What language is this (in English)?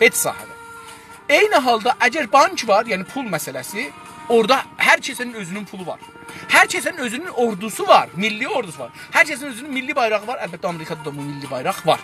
South Azerbaijani